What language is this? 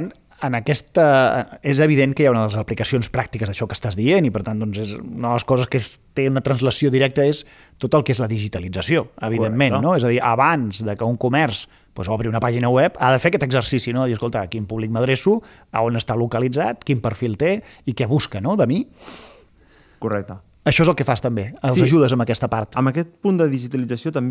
Catalan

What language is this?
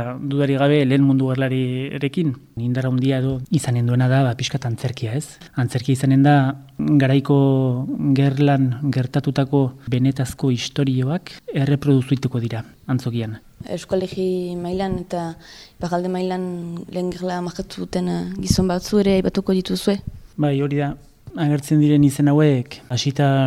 Basque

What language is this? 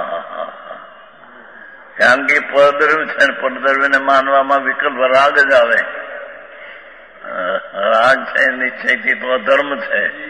Gujarati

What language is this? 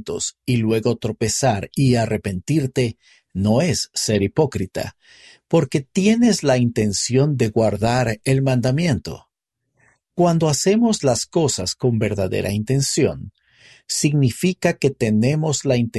Spanish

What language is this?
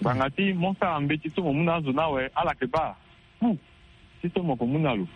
Sango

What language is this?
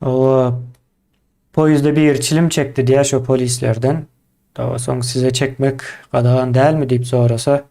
Turkmen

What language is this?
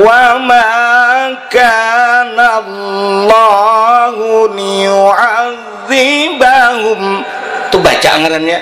Banjar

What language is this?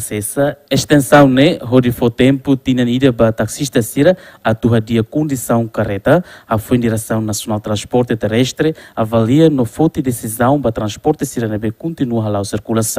Tetum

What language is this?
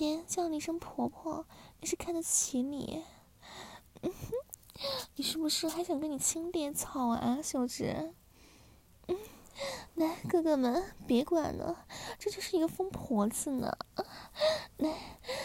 Chinese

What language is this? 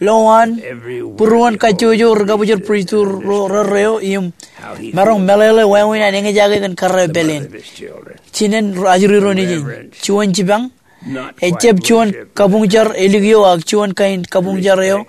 Marshallese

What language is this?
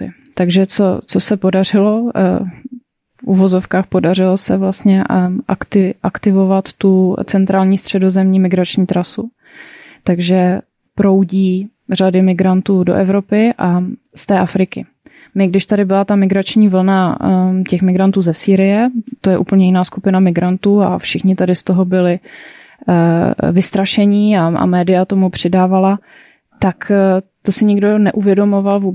Czech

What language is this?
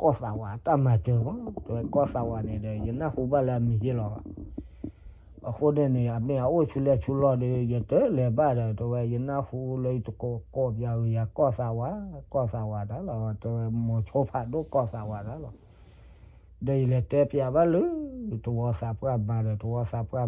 S'gaw Karen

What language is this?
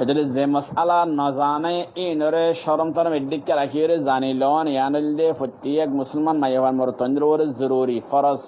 Rohingya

